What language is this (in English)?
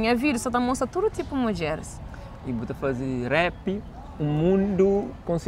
Kabuverdianu